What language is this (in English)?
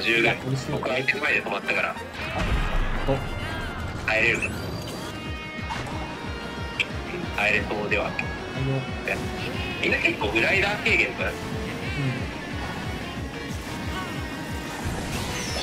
Japanese